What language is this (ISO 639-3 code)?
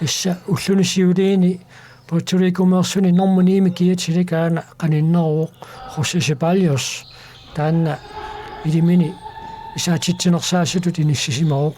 kal